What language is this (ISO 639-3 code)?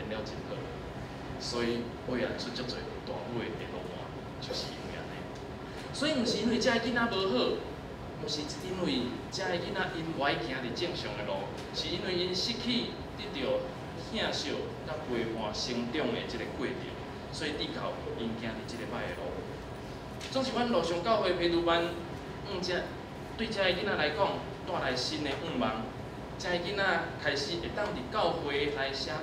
nan